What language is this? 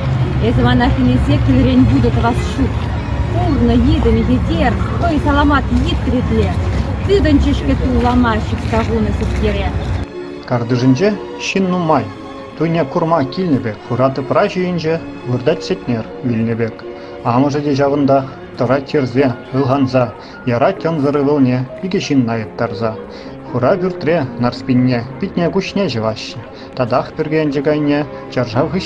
Chuvash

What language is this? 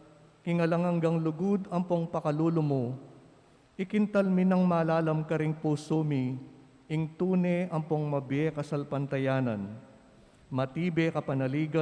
Pampanga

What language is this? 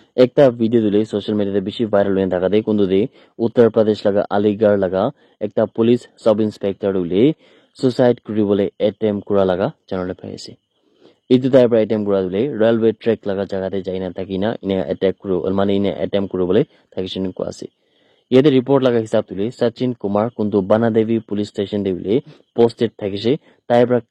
Naga Pidgin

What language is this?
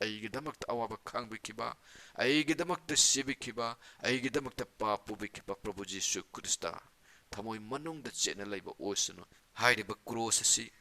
Manipuri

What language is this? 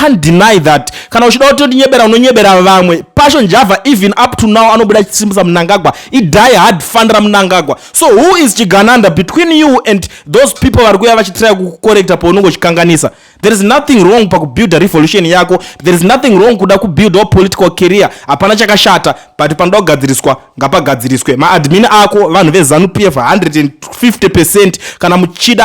Shona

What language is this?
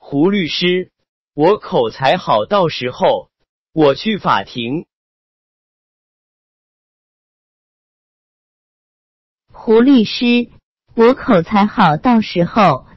Chinese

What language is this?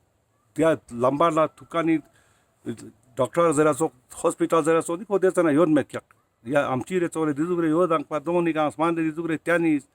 Ladakhi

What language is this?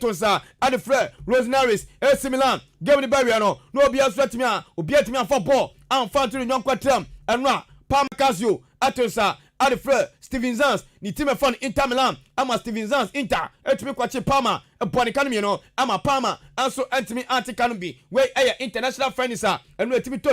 Akan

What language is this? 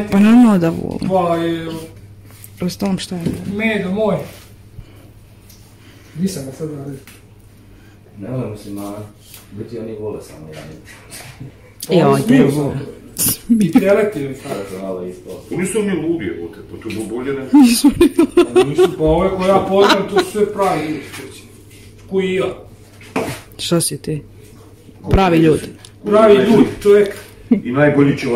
Croatian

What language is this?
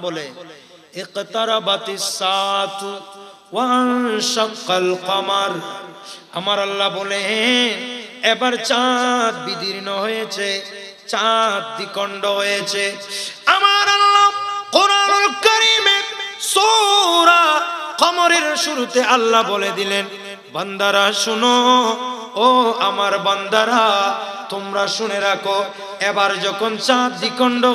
Bangla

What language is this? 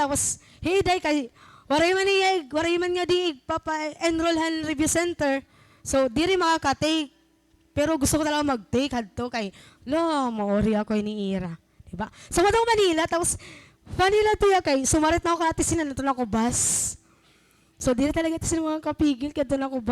Waray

